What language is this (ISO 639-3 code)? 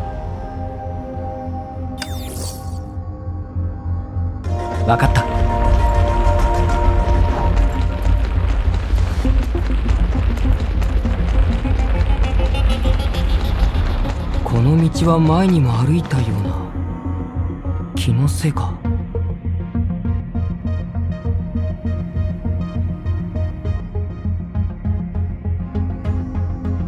jpn